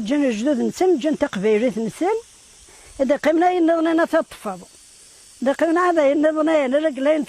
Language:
Kabyle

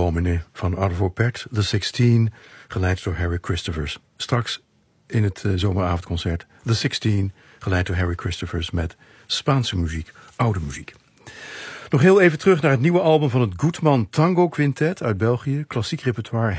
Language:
Dutch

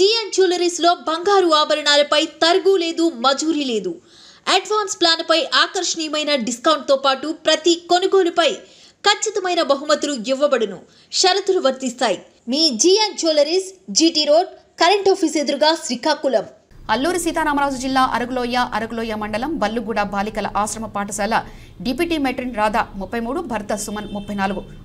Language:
Telugu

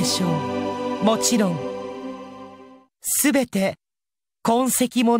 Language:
Japanese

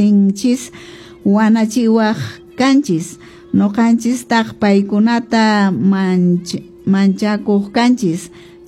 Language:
Quechua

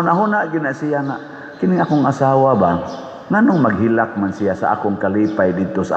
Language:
Cebuano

